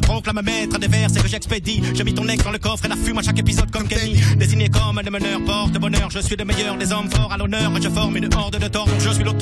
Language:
French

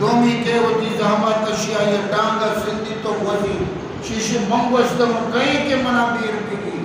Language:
Eastern Balochi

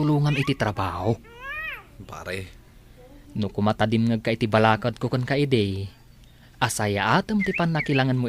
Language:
Iloko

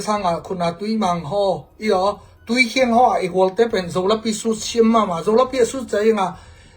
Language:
Tedim Chin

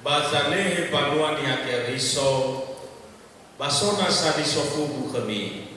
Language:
Nias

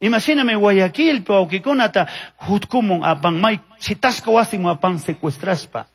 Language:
Chimborazo Highland Quichua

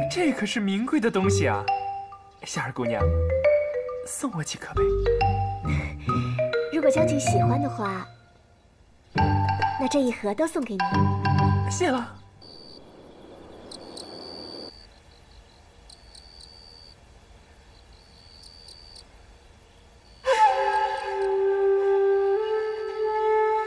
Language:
Chinese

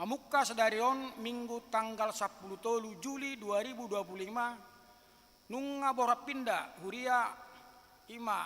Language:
Batak Toba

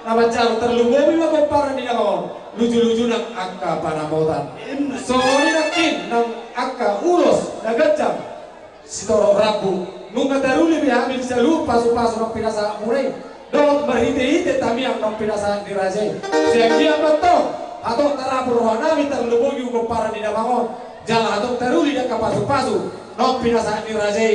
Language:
Batak Toba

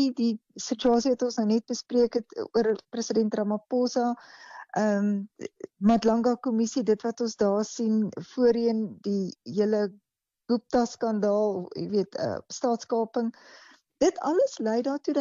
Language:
Afrikaans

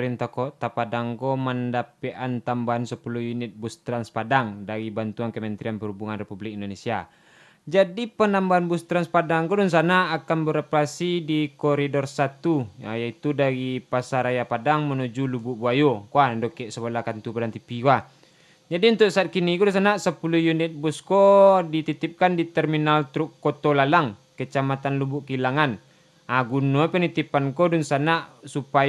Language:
Minangkabau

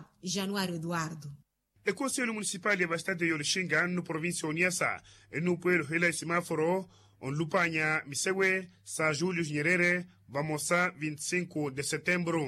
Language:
Makhuwa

